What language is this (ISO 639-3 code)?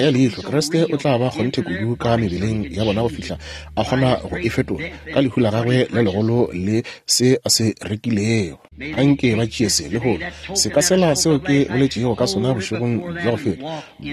nso